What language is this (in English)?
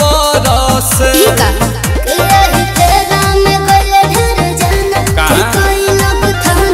Bhojpuri